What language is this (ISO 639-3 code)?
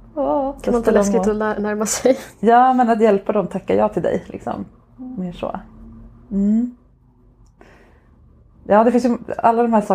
swe